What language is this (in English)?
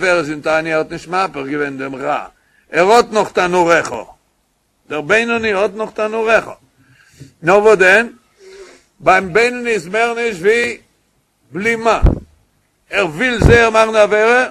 Yiddish